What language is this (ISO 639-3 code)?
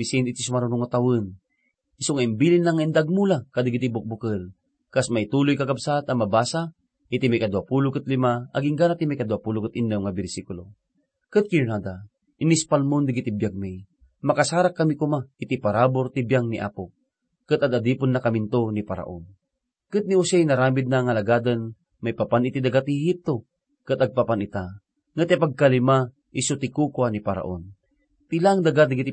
ilo